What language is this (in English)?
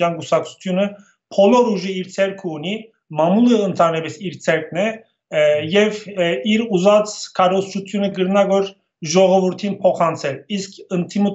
Armenian